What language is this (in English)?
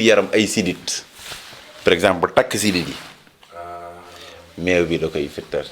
Wolof